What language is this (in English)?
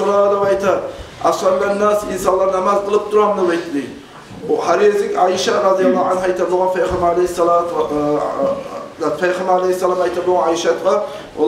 Kumyk